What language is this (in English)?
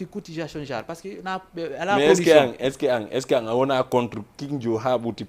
Fula